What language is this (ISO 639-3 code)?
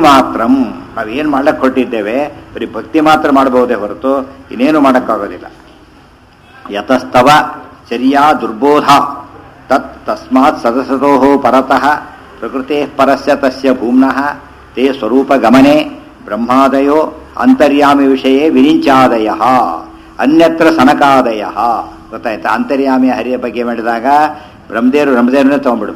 kan